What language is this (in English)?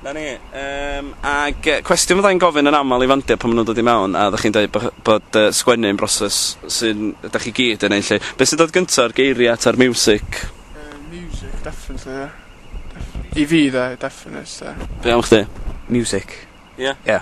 Welsh